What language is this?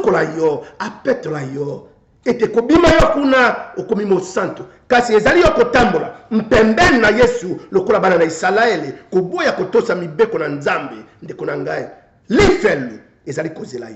Lingala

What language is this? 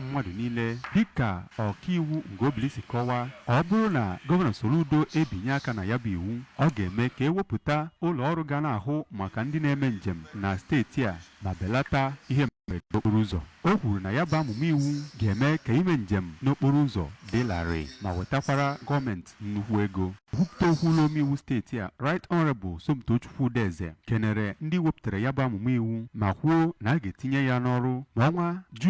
Igbo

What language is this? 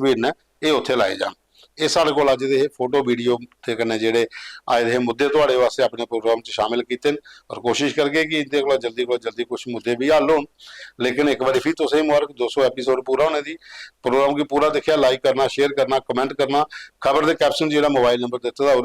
Dogri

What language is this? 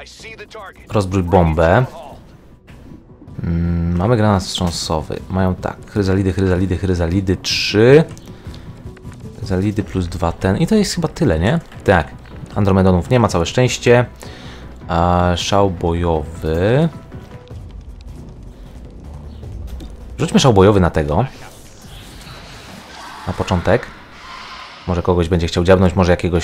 Polish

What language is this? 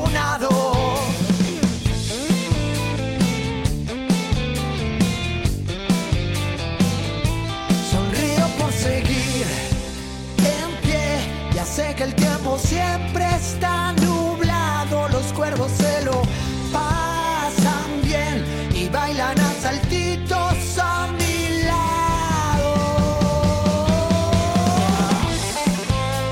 Spanish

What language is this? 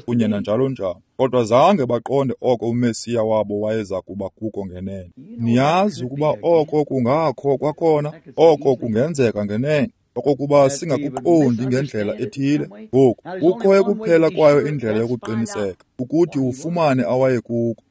Xhosa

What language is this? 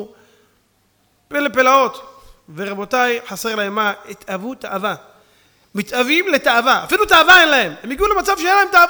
Hebrew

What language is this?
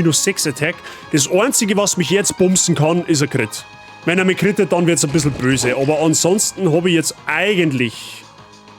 Bavarian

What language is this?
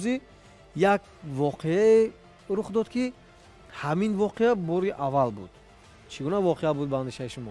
Tajik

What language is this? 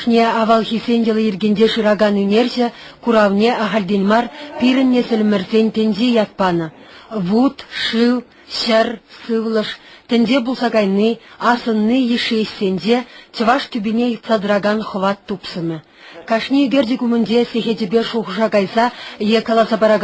Chuvash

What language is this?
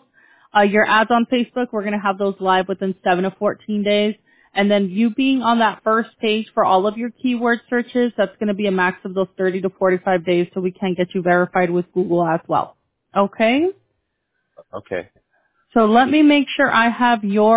English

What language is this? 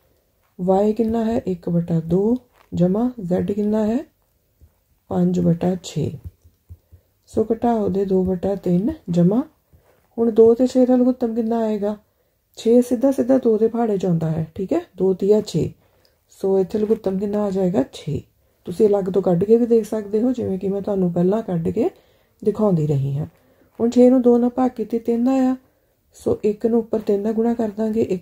Punjabi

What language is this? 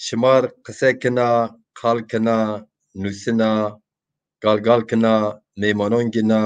Zaza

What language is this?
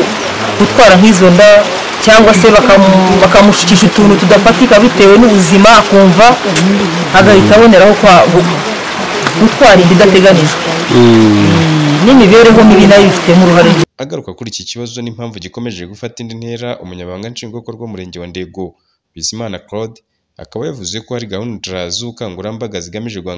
Kinyarwanda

